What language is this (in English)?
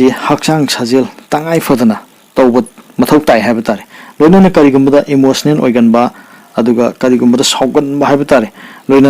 Manipuri